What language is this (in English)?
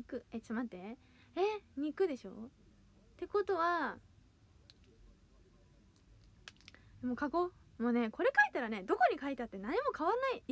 Japanese